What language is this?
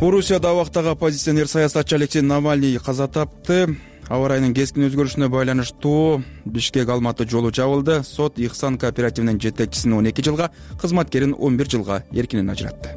Kyrgyz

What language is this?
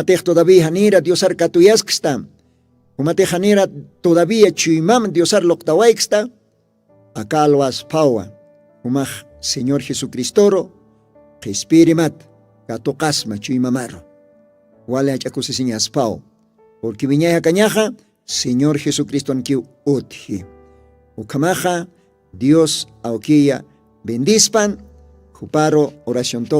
Aymara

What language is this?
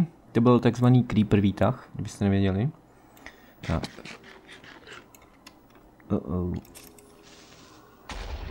Czech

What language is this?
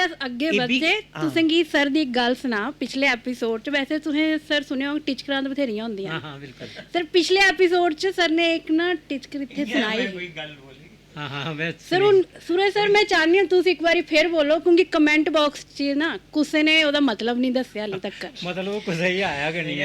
Dogri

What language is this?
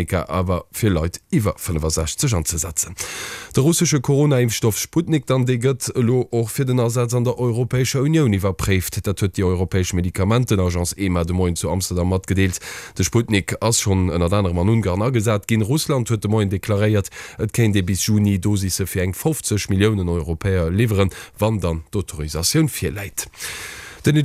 Luxembourgish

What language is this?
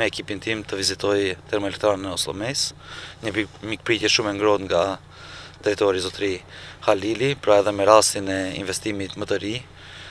Albanian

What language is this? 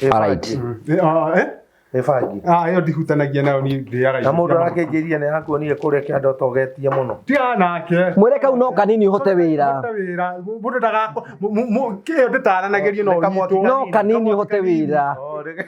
Kikuyu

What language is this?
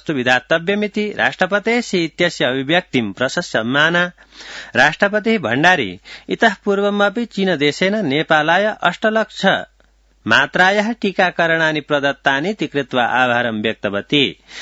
Sanskrit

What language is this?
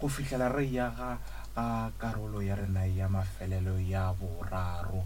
Northern Sotho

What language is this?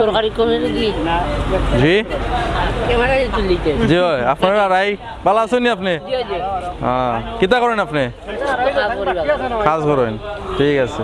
Sylheti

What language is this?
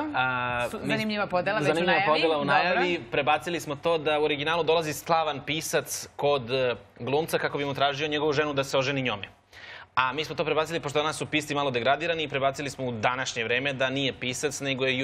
Serbian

